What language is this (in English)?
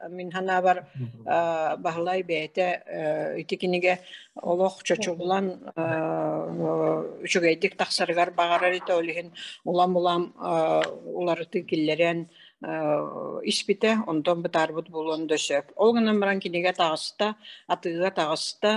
Yakut